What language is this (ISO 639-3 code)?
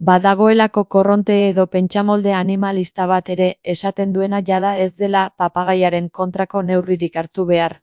eus